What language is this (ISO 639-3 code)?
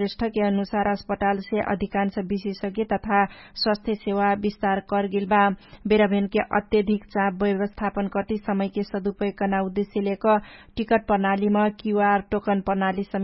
thl